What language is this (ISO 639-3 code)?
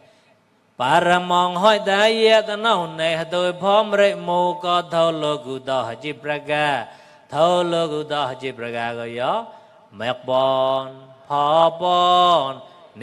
mnw